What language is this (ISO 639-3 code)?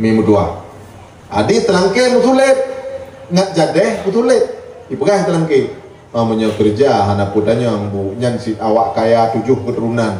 ace